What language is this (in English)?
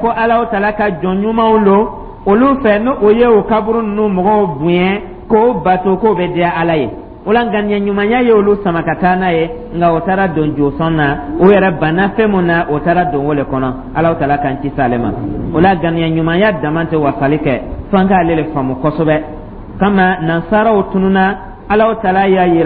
Dyula